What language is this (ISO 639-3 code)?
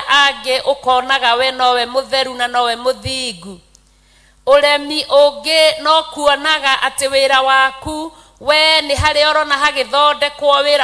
kik